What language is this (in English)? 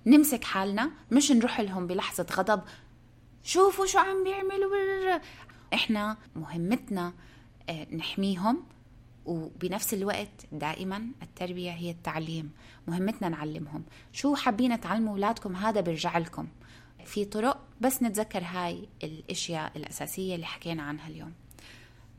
North Levantine Arabic